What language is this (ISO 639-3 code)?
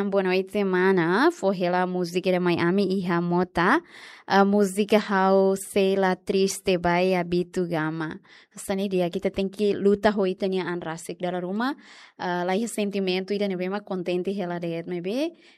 tet